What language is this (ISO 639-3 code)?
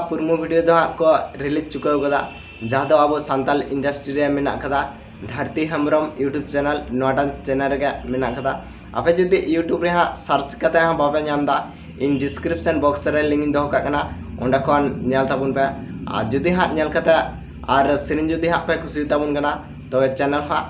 sat